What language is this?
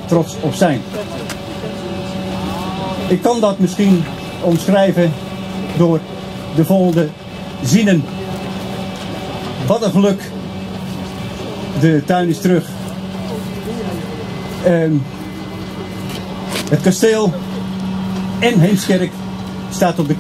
Dutch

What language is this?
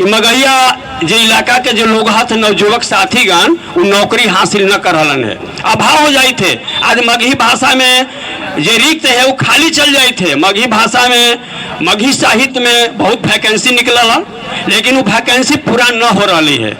Magahi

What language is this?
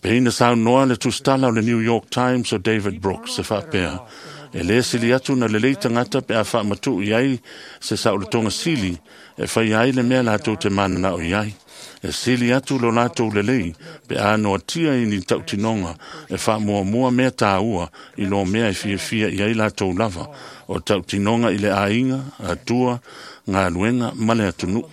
Samoan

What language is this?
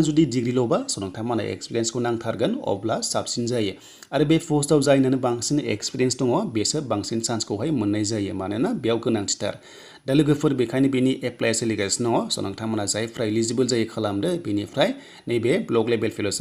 Bodo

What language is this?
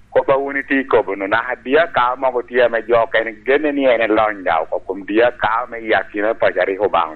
Lango (Uganda)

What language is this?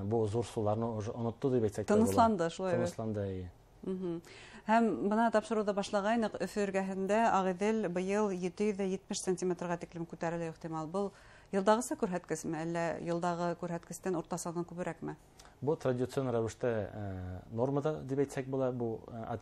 Bashkir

